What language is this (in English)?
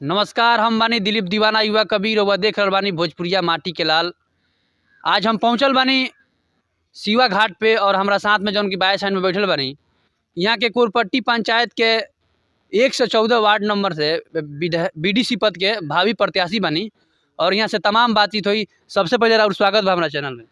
Bhojpuri